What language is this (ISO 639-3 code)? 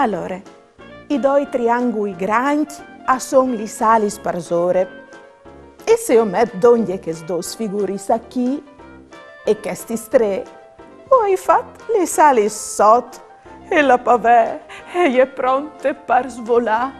fur